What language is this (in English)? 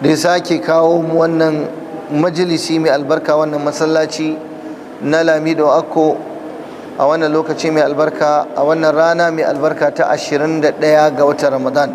Hausa